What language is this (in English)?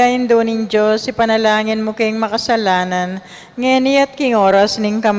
Pampanga